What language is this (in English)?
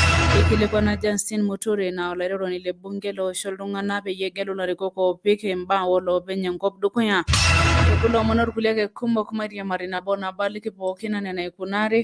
Masai